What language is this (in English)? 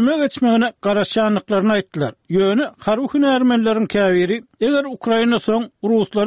Turkmen